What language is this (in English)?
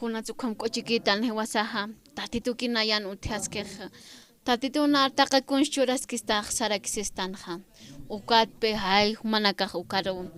Aymara